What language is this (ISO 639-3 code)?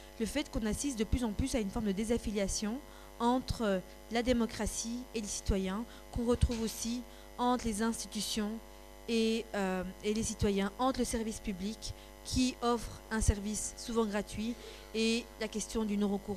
fra